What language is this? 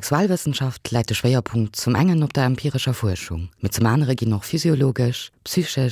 Luxembourgish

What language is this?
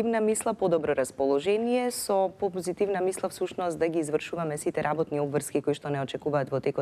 Macedonian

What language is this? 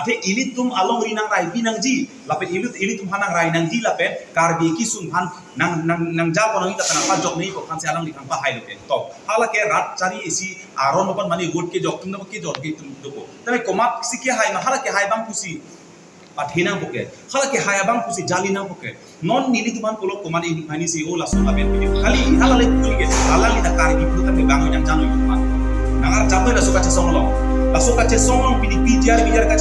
Karbi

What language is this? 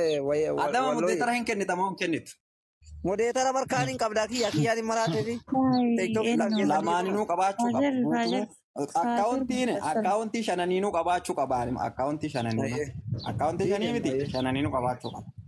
Oromo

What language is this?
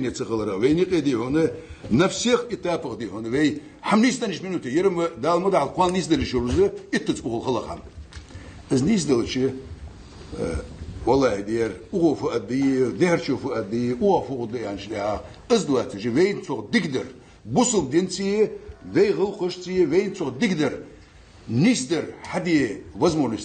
Ingush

